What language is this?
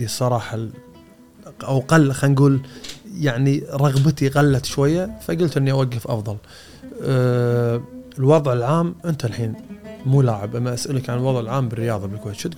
Gulf Arabic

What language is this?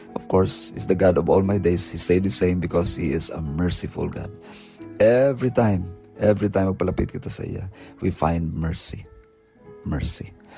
Hiligaynon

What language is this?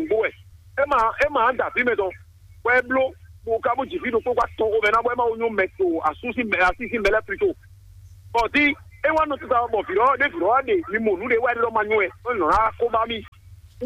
Fon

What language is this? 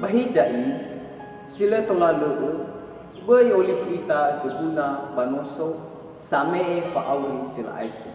Nias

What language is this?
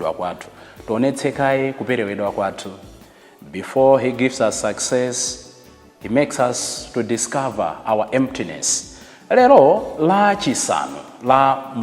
Nyanja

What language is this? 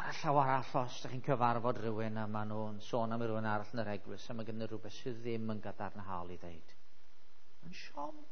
Welsh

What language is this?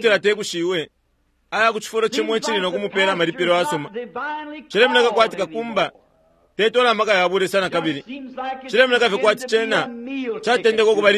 Bemba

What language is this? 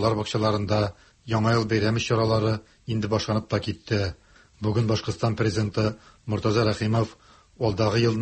Tatar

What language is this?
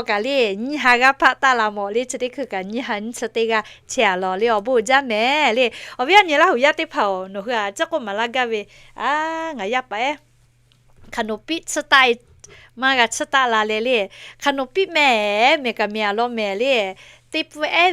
Lahu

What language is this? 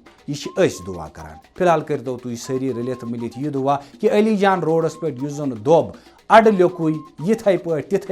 Kashmiri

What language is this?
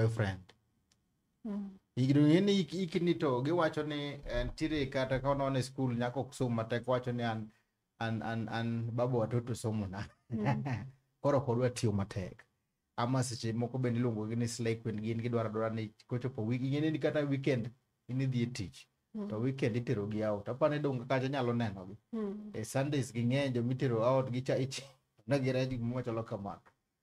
Luo (Kenya and Tanzania)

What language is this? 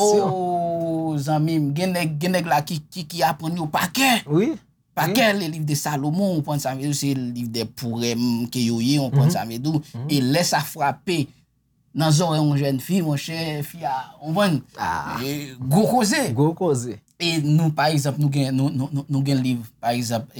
Haitian Creole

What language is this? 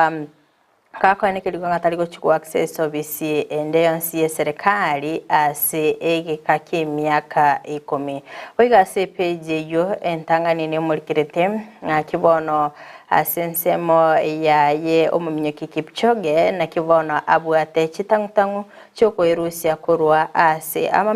Gusii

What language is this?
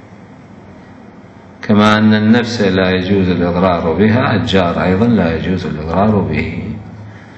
Arabic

